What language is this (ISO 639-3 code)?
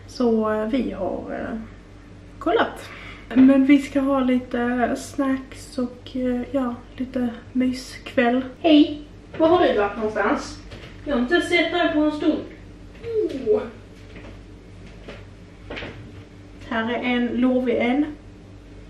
swe